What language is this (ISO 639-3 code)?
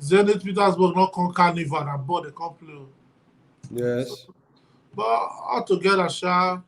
pcm